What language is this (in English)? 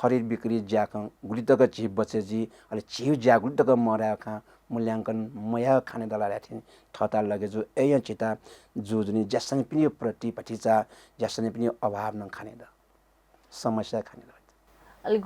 Newari